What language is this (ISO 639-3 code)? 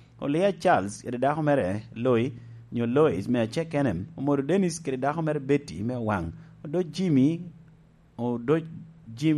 laj